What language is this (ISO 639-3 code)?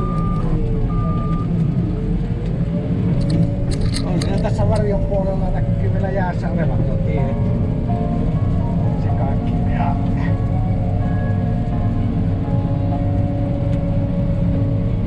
fin